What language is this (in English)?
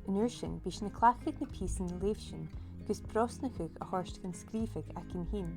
Scottish Gaelic